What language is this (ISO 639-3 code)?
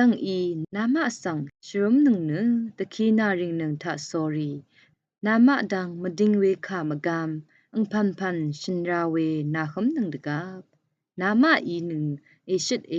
raw